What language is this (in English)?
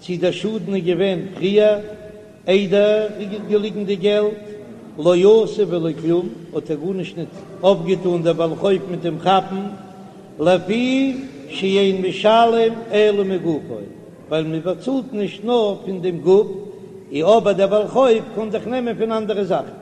Yiddish